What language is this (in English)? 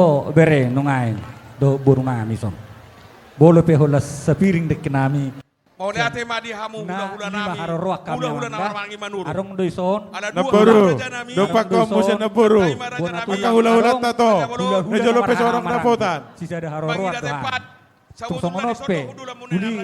Batak Toba